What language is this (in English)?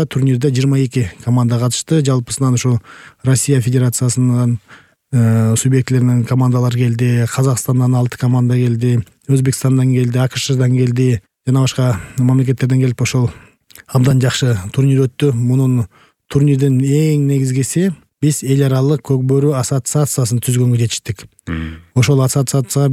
Kyrgyz